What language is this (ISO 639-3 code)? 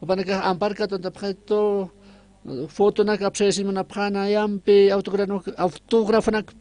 aym